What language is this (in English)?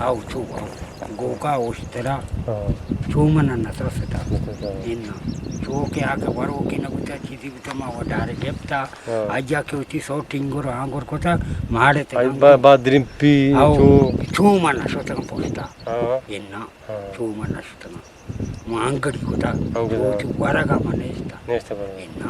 Eastern Balochi